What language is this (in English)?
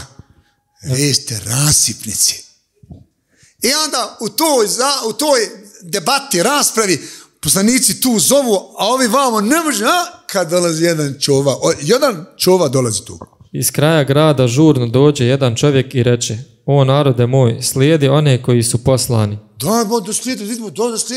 Bosnian